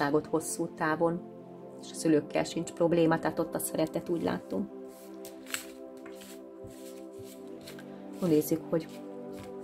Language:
Hungarian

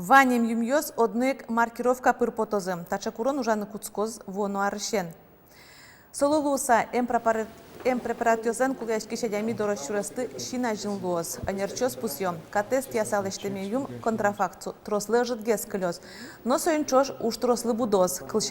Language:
Udmurt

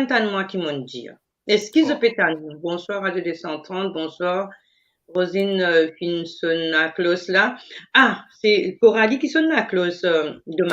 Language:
Morisyen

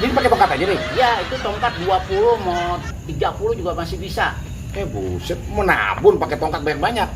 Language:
Betawi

